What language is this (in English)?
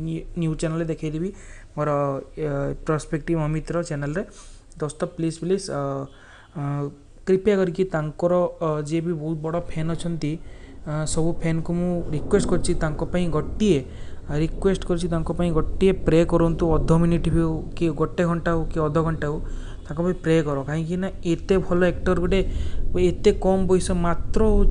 Odia